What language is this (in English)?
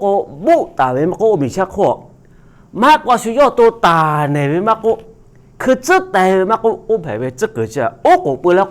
Lahu